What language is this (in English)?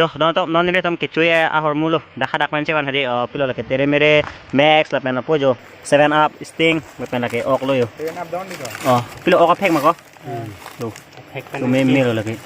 Karbi